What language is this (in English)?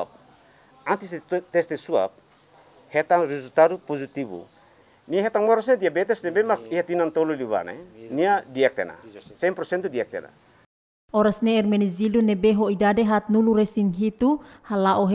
Tetum